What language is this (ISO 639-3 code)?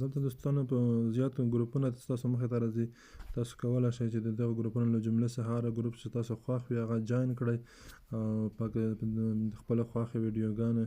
pus